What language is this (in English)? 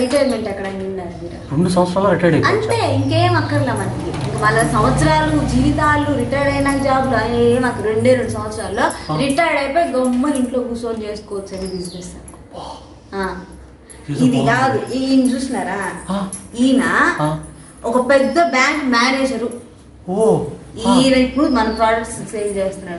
Telugu